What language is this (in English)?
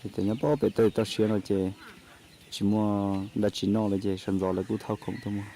Hmong